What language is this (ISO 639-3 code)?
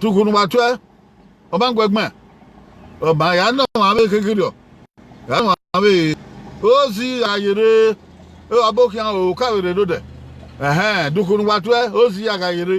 bin